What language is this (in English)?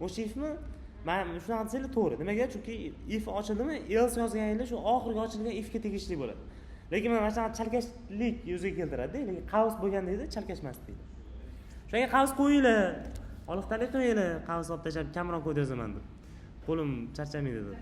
Uzbek